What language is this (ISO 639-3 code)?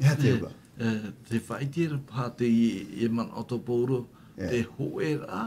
tah